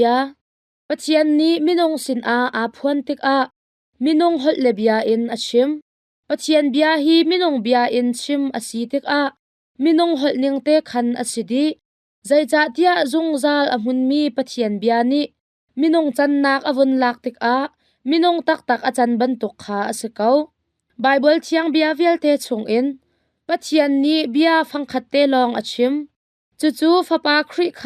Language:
Hakha Chin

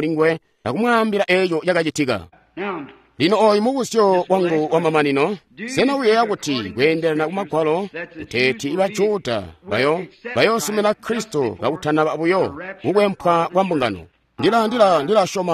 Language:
Tonga (Zambia)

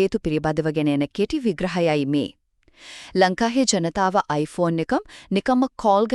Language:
Sinhala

